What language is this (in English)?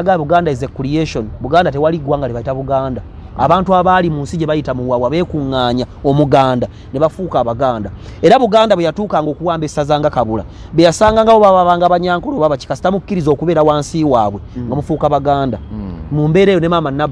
Ganda